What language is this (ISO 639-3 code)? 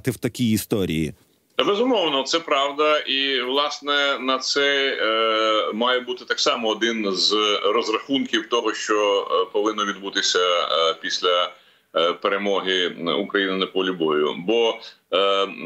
ukr